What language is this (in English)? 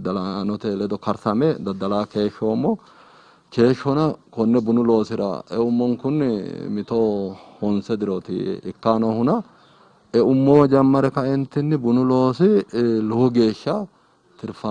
Sidamo